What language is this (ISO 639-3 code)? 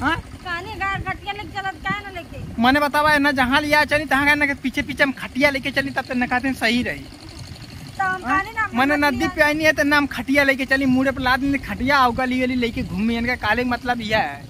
bho